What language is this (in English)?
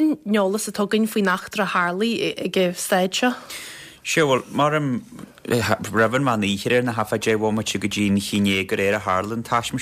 Irish